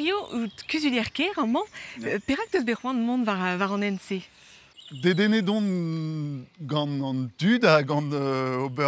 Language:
Breton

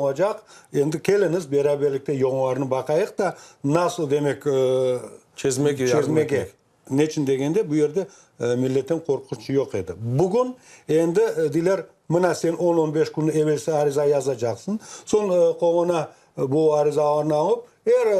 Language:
Crimean Tatar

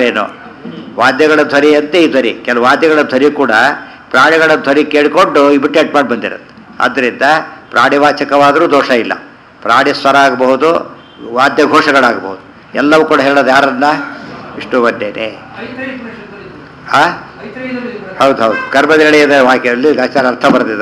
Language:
Kannada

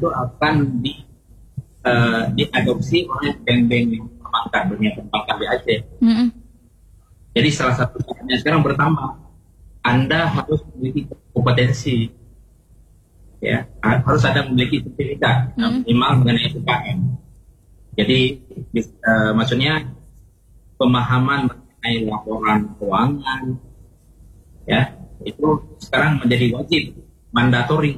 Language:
Indonesian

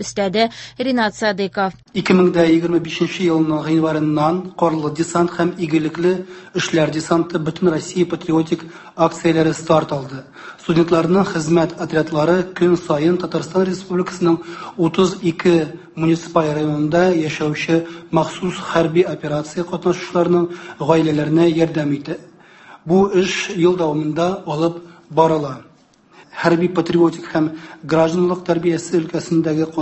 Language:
Tatar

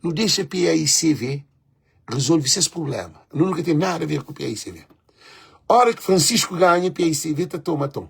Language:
Kabuverdianu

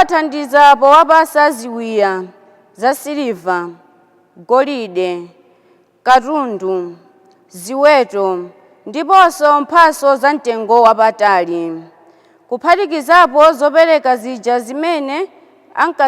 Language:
Nyanja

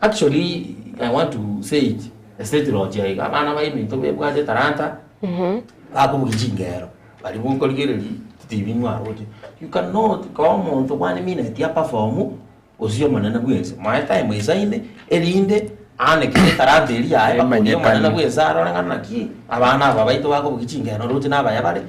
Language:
Gusii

